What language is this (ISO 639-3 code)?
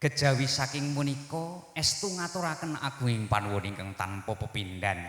jav